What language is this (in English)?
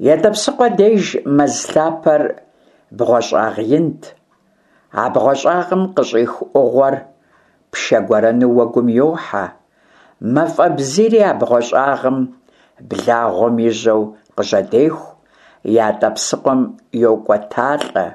Kabardian